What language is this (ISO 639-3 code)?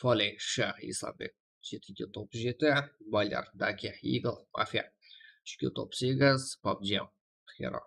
kaa